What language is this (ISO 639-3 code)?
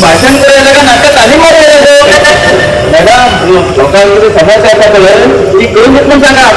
kok